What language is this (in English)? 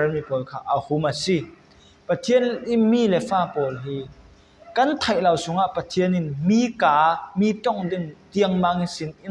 Falam Chin